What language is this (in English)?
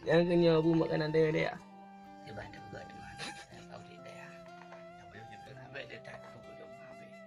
Achinese